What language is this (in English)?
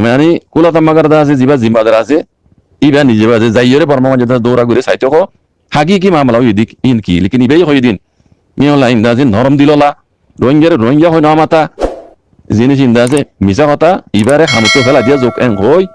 Rohingya